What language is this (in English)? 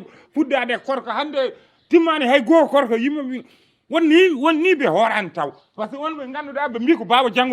Fula